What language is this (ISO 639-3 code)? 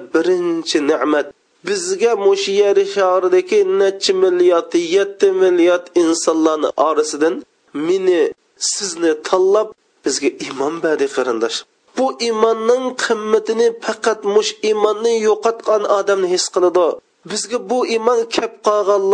uig